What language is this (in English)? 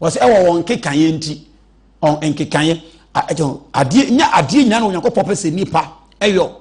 Akan